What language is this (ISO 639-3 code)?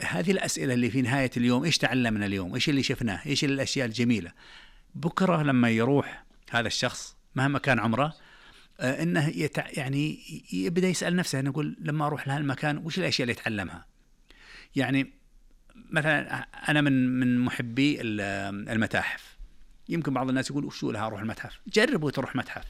ars